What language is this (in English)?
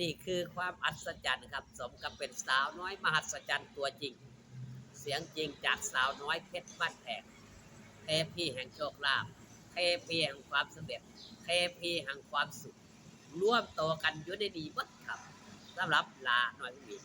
Northeastern Thai